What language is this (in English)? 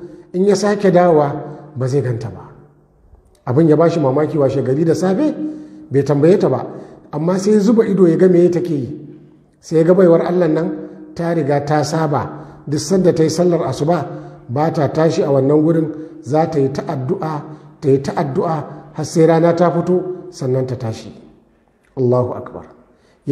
Hausa